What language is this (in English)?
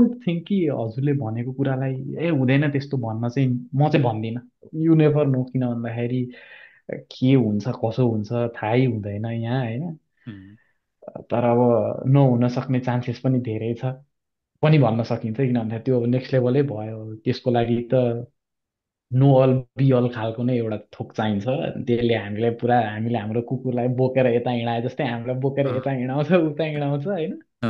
Nepali